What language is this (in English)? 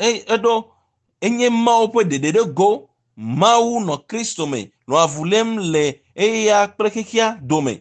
Ewe